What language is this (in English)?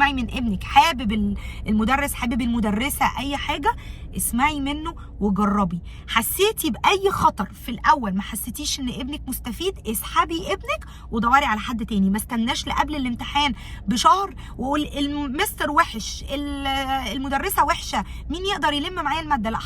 Egyptian Arabic